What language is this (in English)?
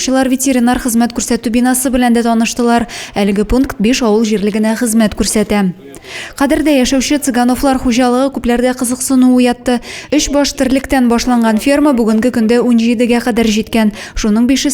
Tatar